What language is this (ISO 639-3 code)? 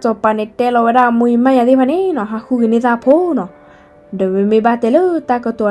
ksw